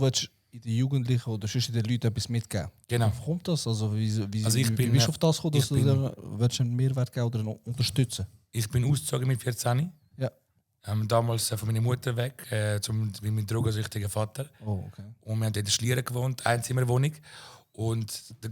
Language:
Swiss German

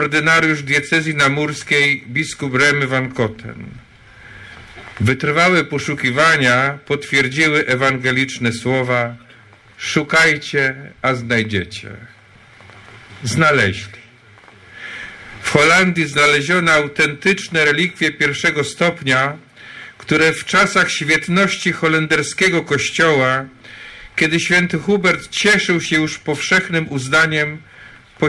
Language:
Polish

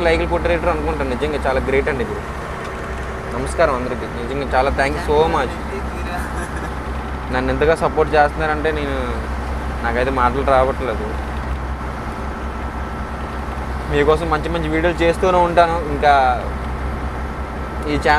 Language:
Telugu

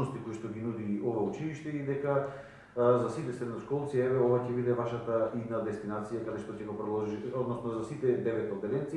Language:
Macedonian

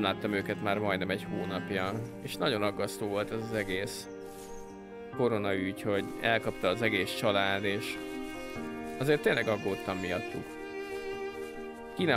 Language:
Hungarian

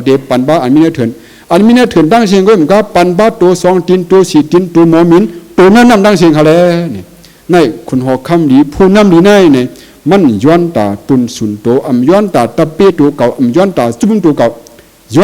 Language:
Shan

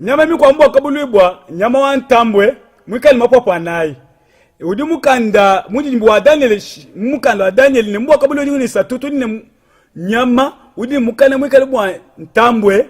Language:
Luba-Lulua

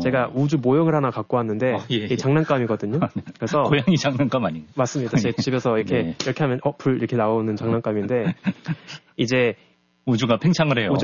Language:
Korean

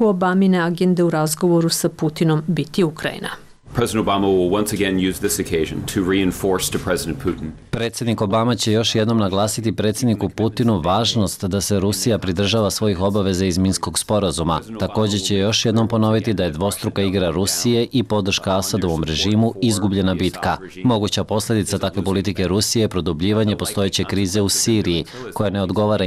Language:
Serbian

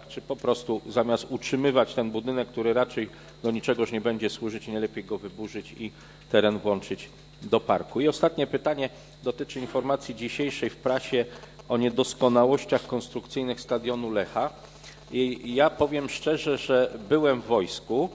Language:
Polish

